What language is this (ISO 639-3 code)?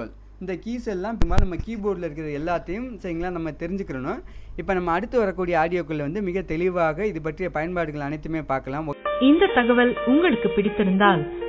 tam